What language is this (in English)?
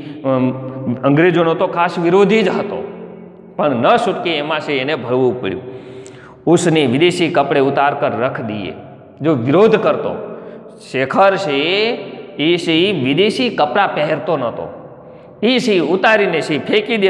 Gujarati